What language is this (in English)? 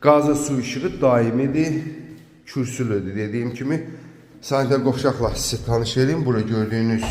Azerbaijani